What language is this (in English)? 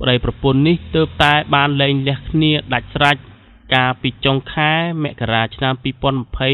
Khmer